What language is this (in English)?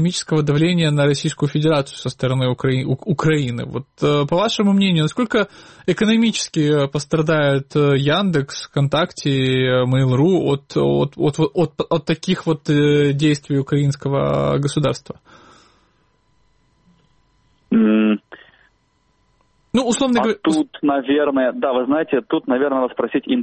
Russian